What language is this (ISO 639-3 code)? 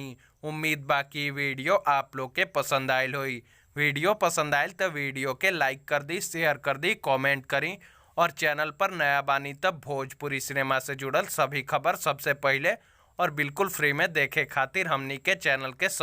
bho